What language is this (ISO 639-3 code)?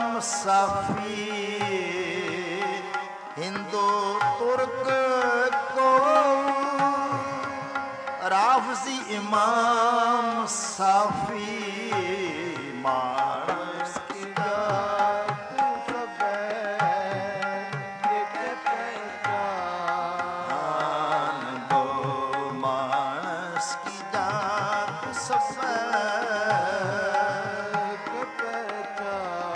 pan